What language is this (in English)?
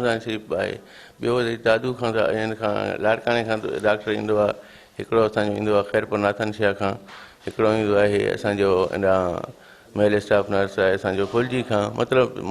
Sindhi